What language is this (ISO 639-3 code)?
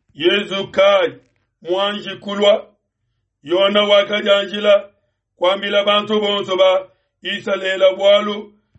lua